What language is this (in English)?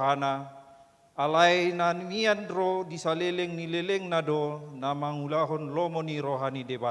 Batak Toba